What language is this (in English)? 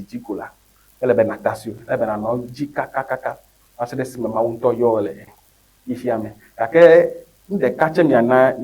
Ewe